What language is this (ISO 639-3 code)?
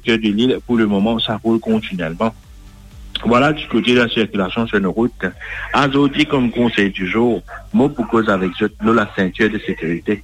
mfe